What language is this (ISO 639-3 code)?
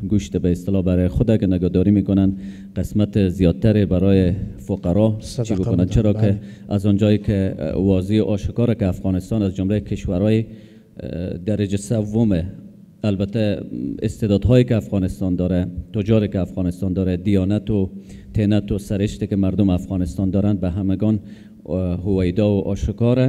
fas